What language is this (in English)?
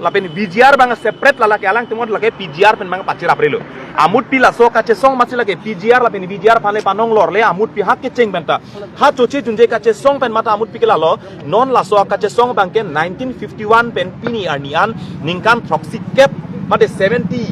Karbi